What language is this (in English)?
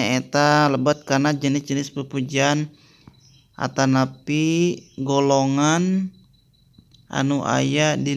Sundanese